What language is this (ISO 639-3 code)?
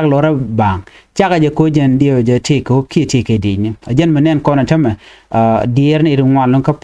nus